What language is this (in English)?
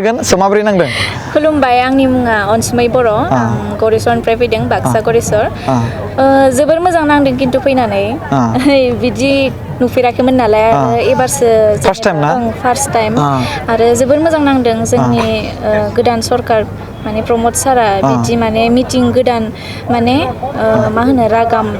Bodo